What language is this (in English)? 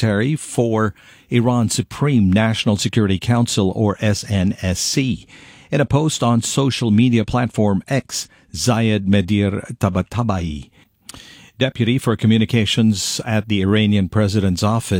English